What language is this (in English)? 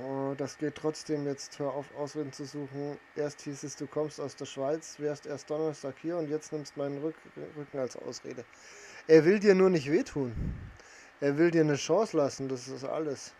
Bavarian